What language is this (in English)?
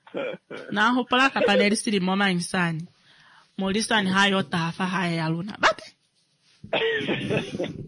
Swahili